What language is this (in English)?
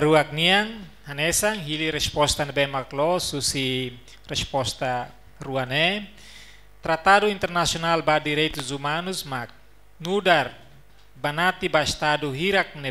Tetum